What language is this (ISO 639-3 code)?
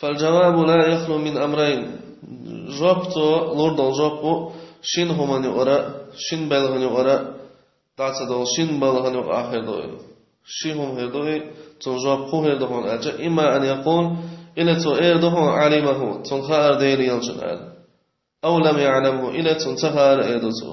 che